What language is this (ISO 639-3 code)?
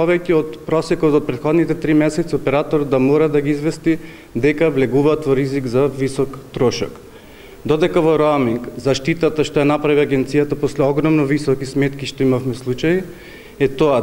mkd